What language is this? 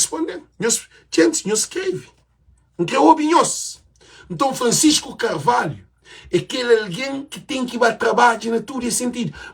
Kabuverdianu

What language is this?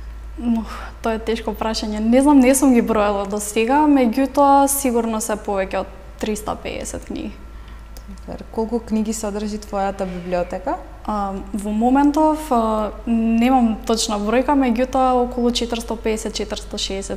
Macedonian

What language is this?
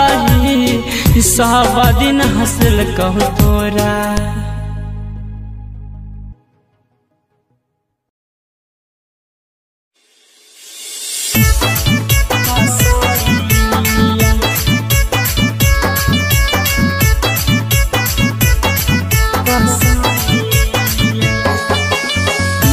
Bhojpuri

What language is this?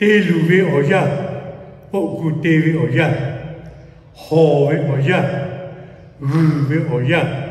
Lahu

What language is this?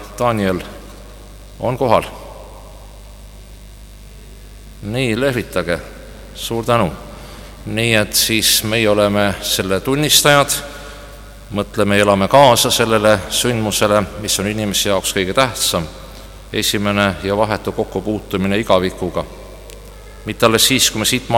Estonian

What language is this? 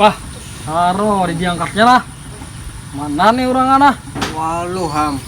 Banjar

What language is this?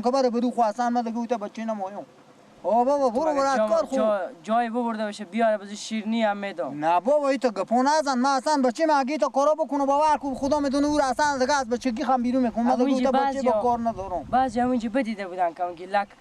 Persian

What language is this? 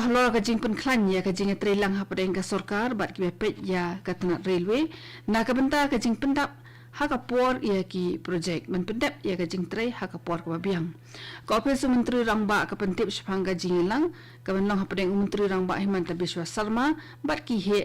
Khasi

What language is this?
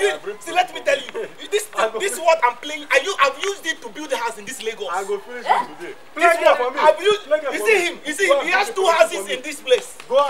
Nigerian Pidgin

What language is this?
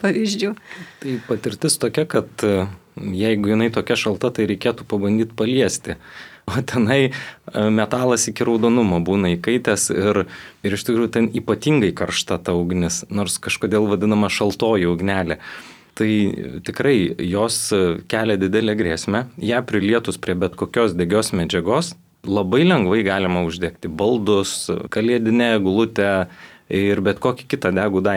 Lithuanian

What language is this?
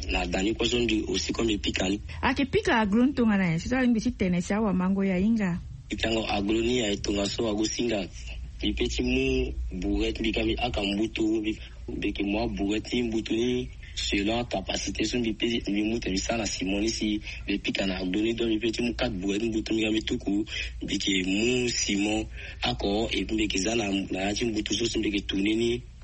Sango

